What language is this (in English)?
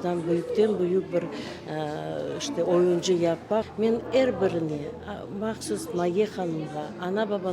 Crimean Tatar